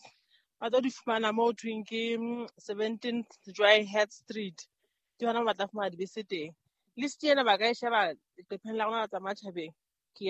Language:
Southern Sotho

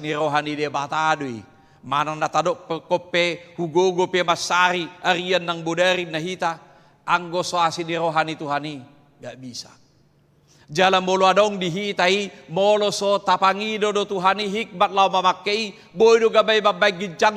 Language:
Batak Toba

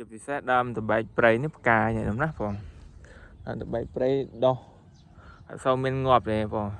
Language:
Khmer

